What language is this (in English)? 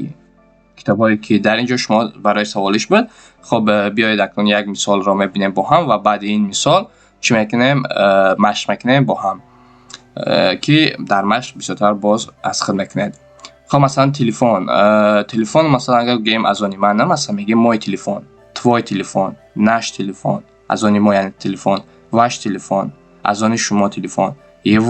Tajik